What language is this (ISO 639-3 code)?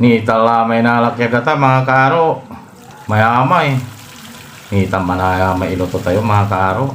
pag